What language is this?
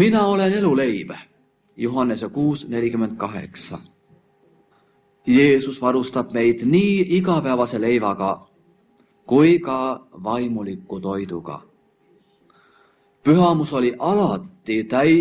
Estonian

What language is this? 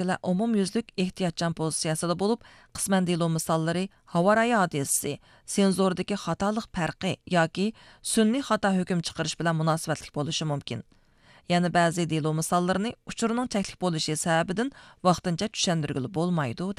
Uyghur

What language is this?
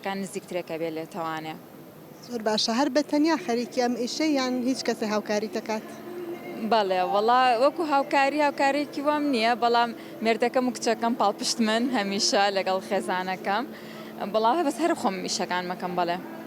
Central Kurdish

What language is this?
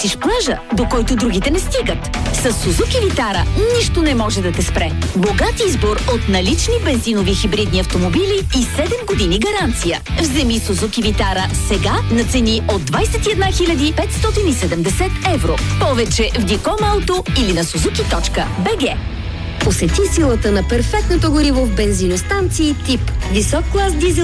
Bulgarian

